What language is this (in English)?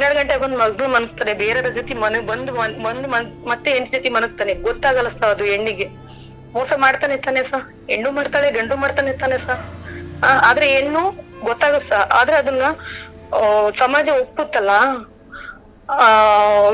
Kannada